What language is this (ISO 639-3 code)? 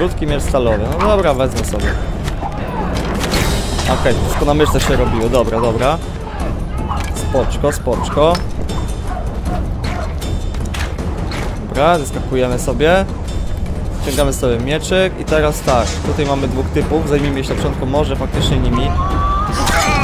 pol